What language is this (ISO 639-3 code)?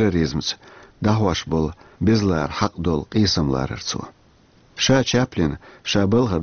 che